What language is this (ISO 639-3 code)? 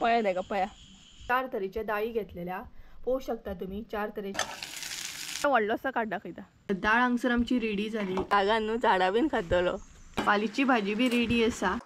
kok